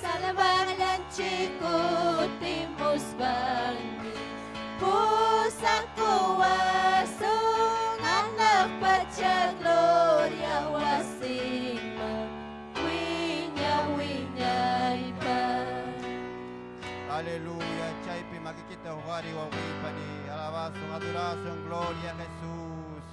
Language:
Ayacucho Quechua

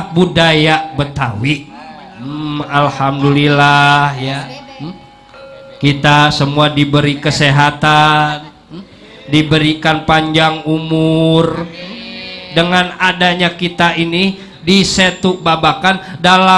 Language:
Betawi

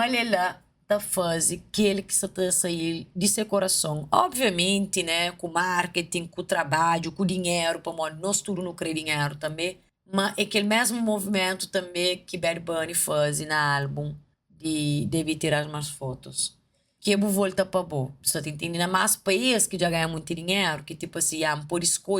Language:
Kabuverdianu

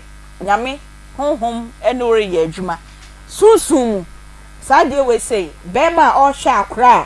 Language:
Akan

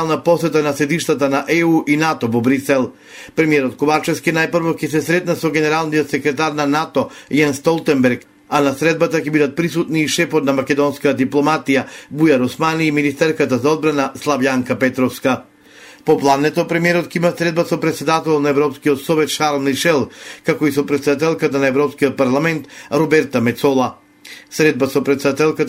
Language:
Macedonian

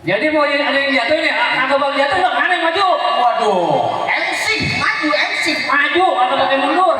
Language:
Betawi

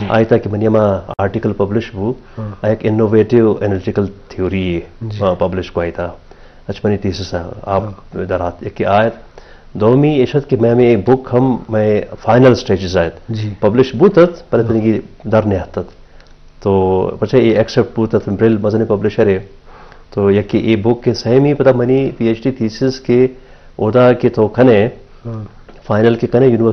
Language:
Baluchi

